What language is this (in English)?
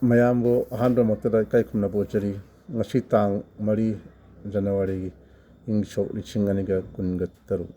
Manipuri